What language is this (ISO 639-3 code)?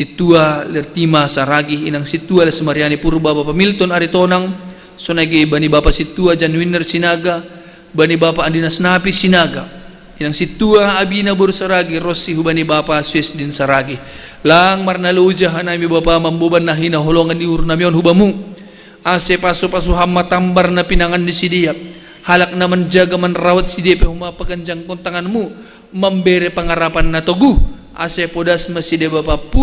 bts